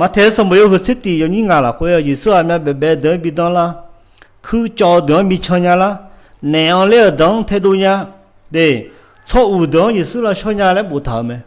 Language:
Akha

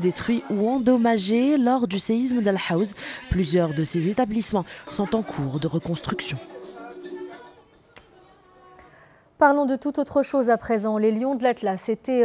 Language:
French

